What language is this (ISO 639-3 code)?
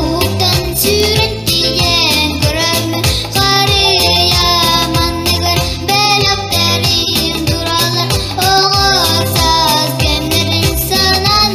sah